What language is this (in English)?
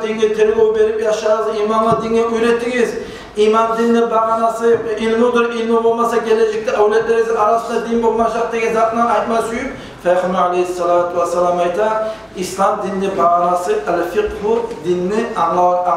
Kumyk